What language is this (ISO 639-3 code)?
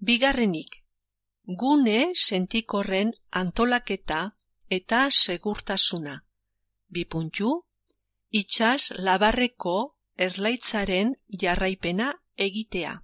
eus